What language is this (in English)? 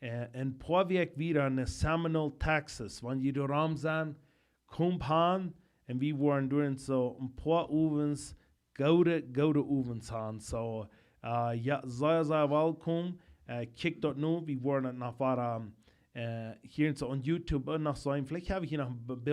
Plautdietsch